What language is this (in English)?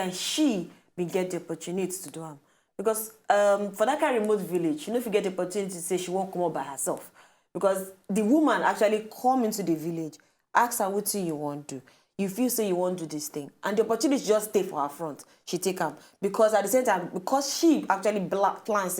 Nigerian Pidgin